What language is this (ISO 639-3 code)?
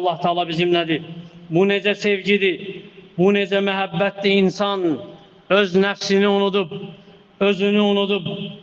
aze